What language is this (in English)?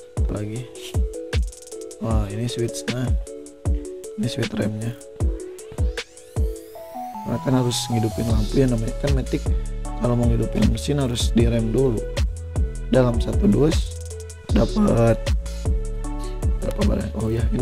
Indonesian